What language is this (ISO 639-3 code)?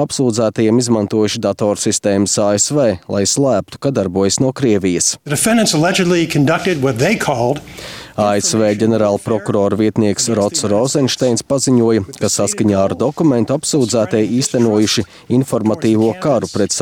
lav